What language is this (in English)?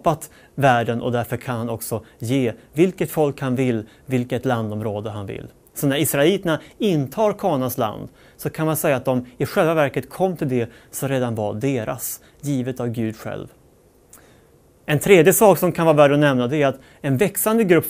Swedish